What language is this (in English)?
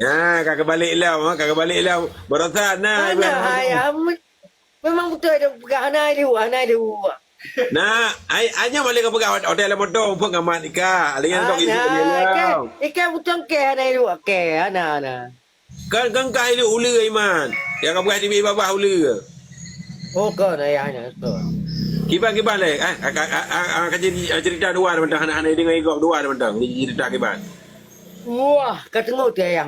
Achinese